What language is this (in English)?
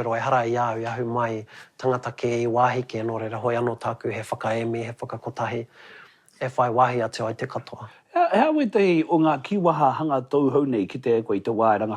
Māori